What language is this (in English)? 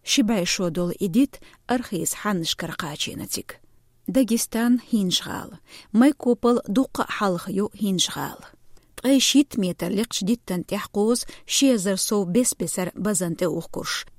Chechen